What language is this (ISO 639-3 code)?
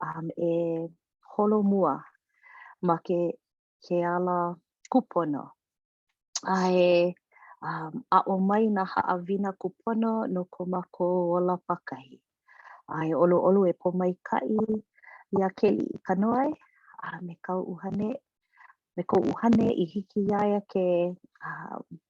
haw